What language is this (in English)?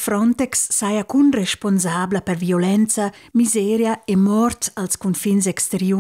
Romansh